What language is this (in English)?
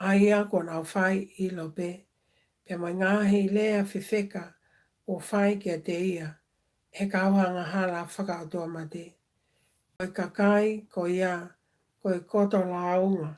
Tongan